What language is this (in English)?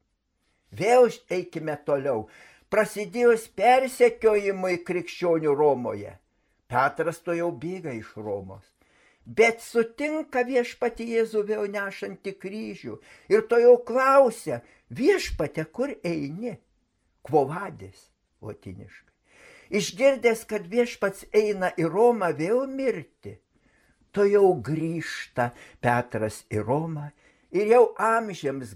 Lithuanian